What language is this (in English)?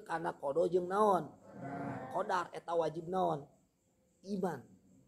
Sundanese